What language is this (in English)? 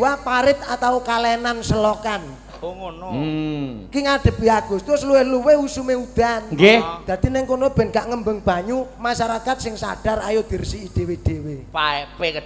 Javanese